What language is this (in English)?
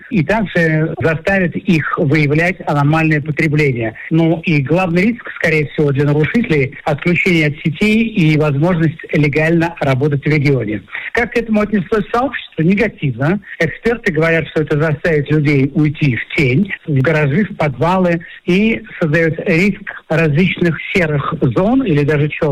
Russian